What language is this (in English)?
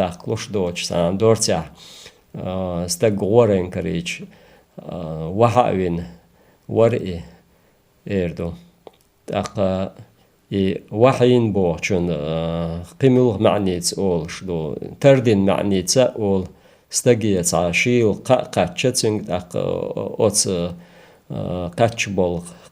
Chechen